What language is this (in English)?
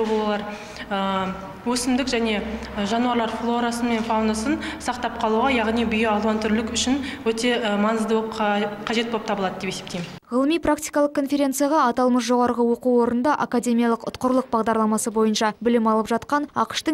Kazakh